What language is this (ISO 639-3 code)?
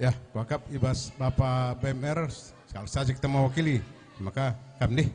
btx